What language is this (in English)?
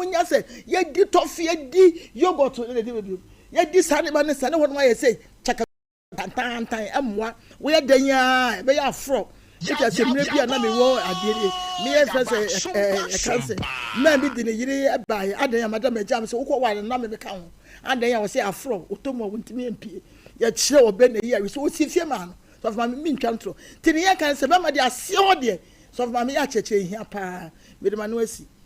Akan